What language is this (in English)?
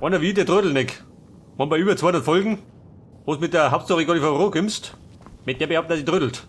Bavarian